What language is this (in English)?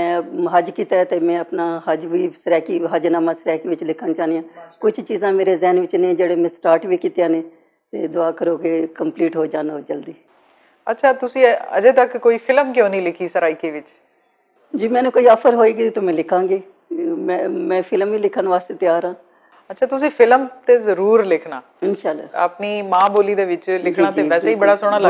Western Panjabi